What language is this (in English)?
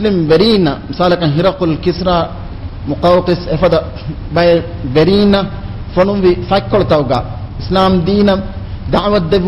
Divehi